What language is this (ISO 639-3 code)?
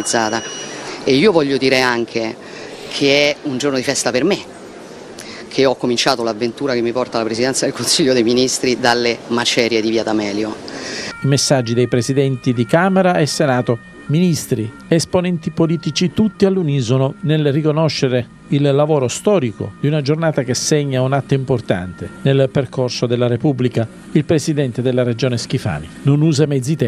ita